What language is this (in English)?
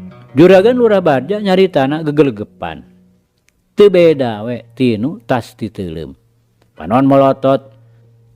Sundanese